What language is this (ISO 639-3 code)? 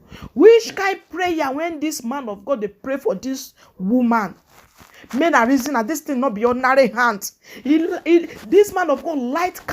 pcm